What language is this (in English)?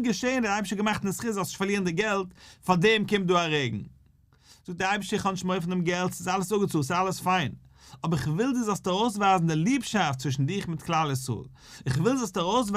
Yiddish